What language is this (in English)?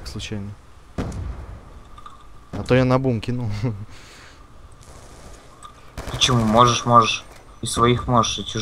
Russian